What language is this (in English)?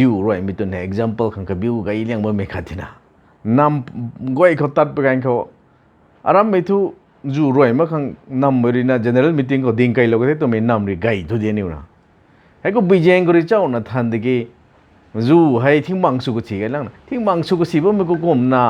Rongmei Naga